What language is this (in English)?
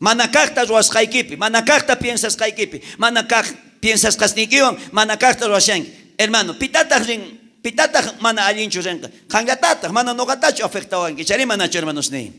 South Bolivian Quechua